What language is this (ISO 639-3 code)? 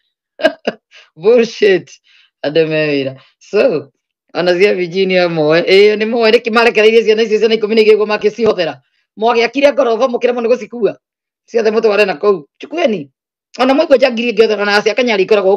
kik